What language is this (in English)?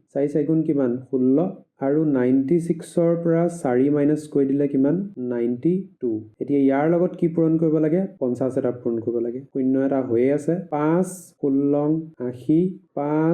Assamese